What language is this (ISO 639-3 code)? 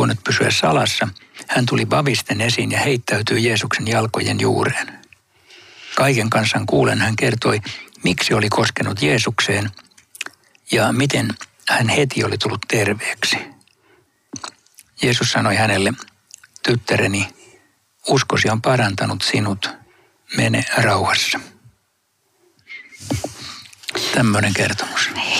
fin